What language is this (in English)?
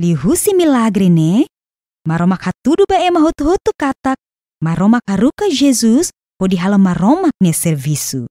Tetum